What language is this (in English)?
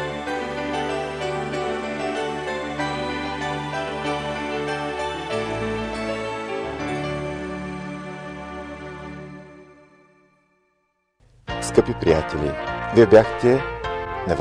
Bulgarian